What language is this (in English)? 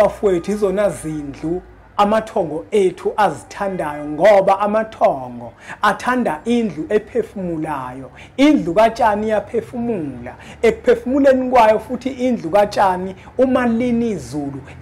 Zulu